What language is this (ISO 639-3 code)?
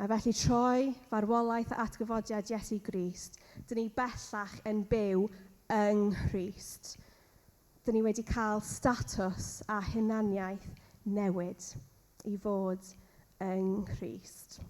cym